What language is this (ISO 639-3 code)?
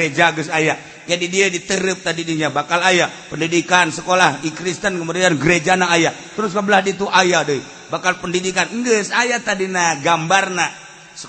sun